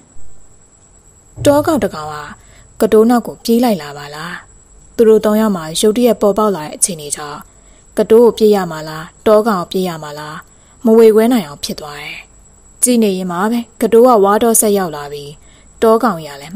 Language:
Burmese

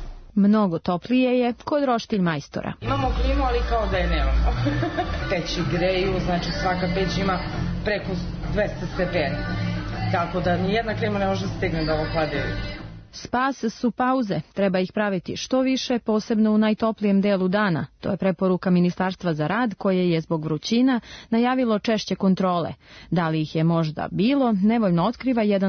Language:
Serbian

